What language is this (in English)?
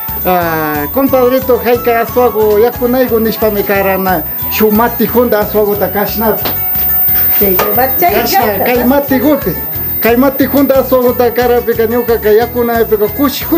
Imbabura Highland Quichua